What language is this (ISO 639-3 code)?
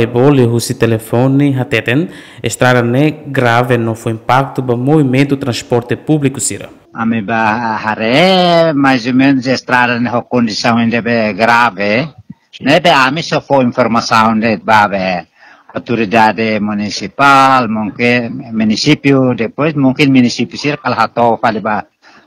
tet